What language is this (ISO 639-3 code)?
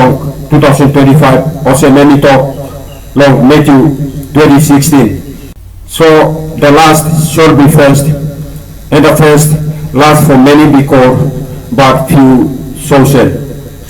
tpi